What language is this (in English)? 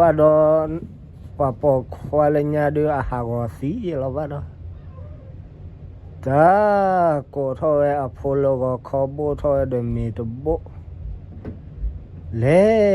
S'gaw Karen